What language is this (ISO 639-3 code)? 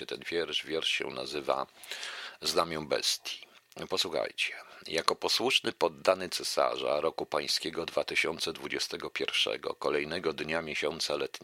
pol